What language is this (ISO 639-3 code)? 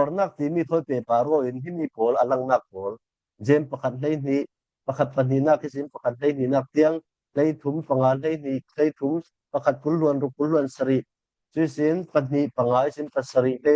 cfm